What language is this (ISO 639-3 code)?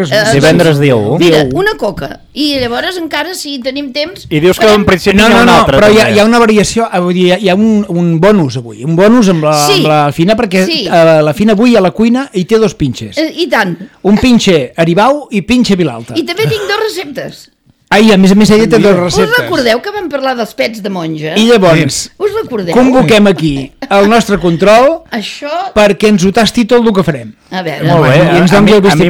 cat